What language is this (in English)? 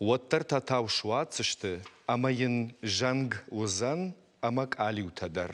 Ossetic